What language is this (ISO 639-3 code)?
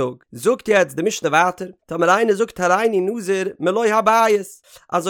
yid